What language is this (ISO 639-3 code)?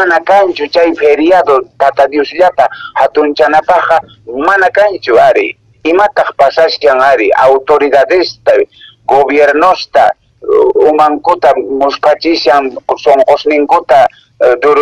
que